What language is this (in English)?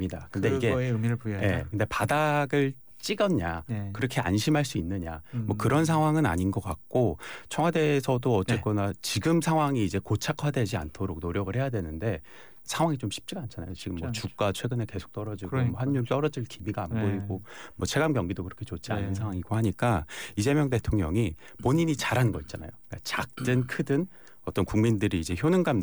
Korean